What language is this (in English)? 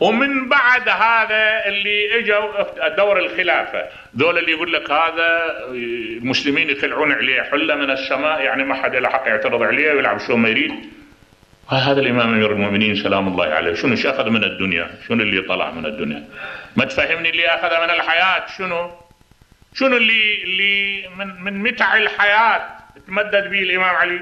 Mesopotamian Arabic